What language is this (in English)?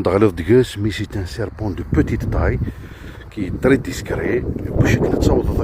Kabyle